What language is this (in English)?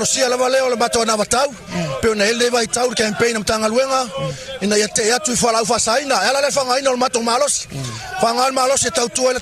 Samoan